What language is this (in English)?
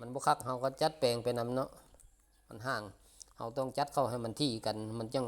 Lao